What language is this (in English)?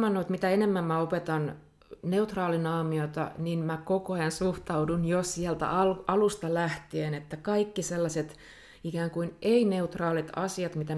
Finnish